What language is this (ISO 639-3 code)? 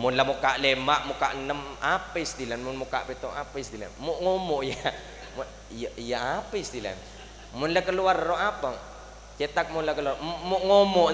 mad